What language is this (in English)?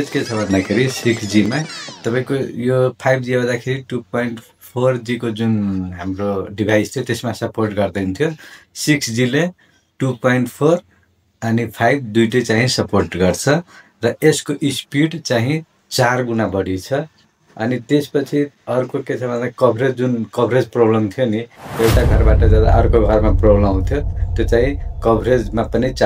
Nepali